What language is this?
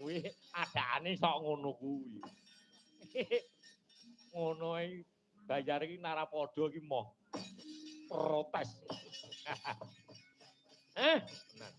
Javanese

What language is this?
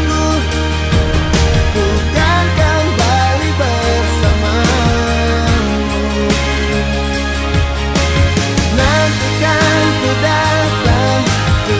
Indonesian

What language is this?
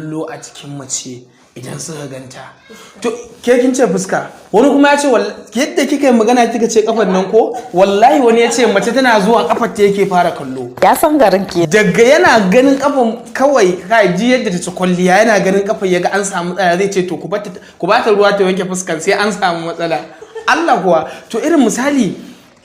Hausa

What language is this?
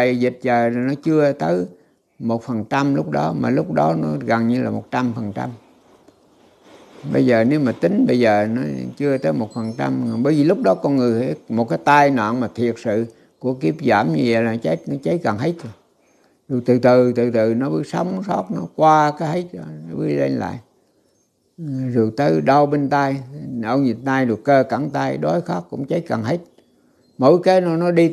Vietnamese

